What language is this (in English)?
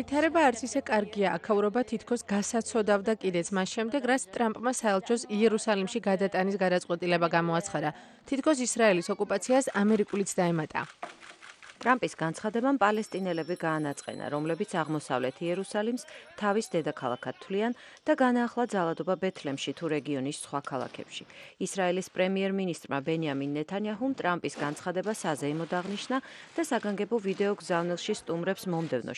Georgian